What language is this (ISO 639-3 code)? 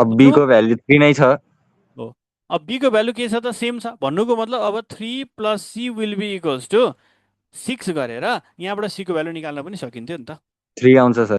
nep